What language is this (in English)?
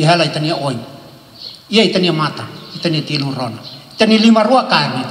Tetum